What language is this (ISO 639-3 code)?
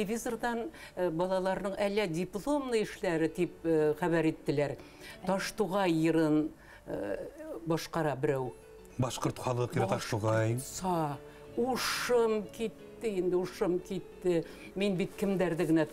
bak